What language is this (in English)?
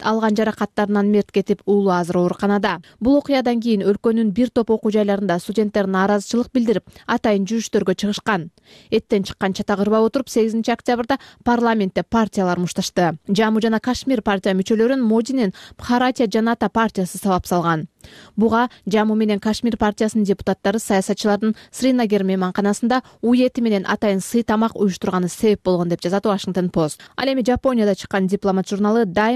Kyrgyz